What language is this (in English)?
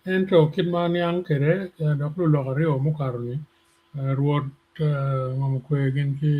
Acoli